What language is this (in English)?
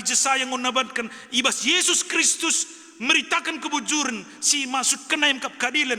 Batak Karo